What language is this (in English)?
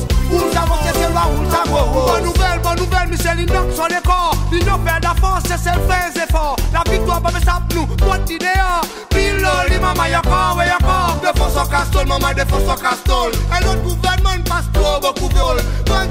Seselwa Creole French